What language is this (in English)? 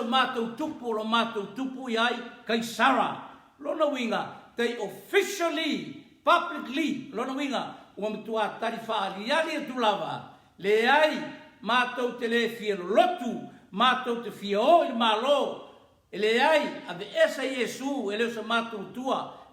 Samoan